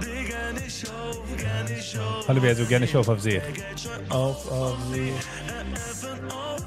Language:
Yiddish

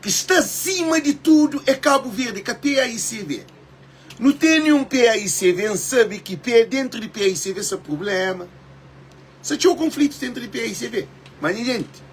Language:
Kabuverdianu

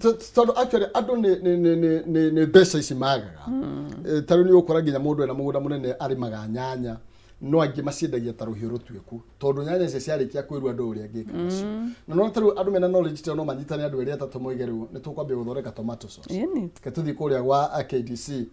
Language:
Kikuyu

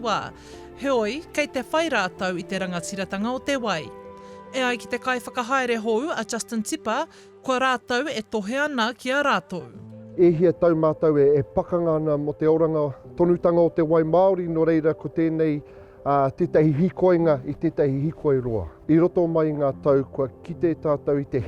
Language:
Māori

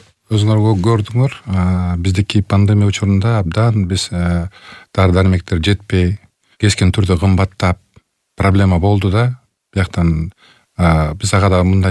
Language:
Kyrgyz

